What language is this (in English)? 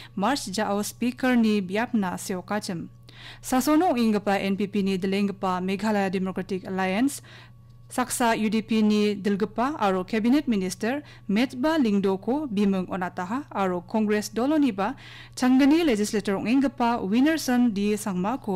Garo